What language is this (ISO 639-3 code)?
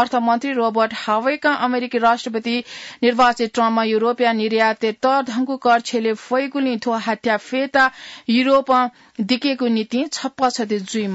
new